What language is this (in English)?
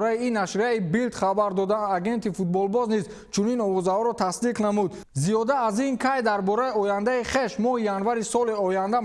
Tajik